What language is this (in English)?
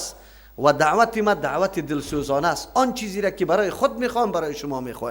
Persian